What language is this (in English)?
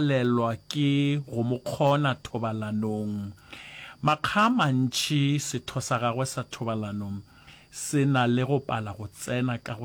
Northern Sotho